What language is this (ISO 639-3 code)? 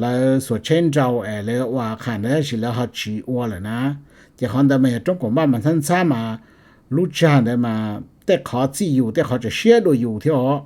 hmn